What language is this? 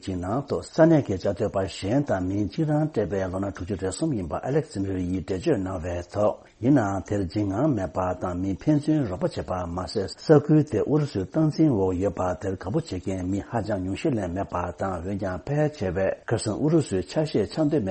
Tibetan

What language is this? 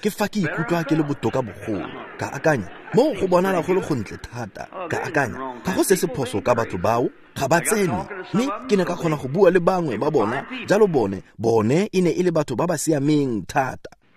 Tswana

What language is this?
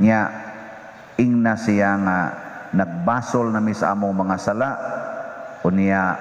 Cebuano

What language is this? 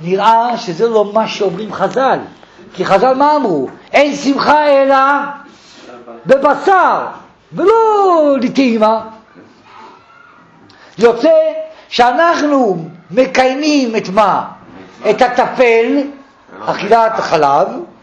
Hebrew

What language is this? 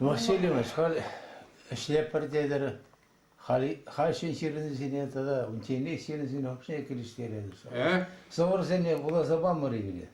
Chuvash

